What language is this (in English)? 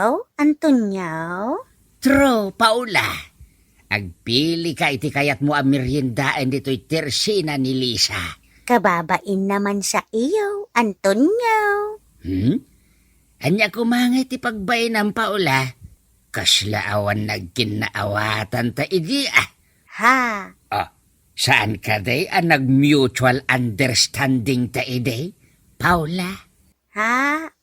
Iloko